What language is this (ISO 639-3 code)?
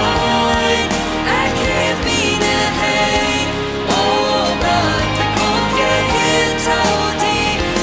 pdt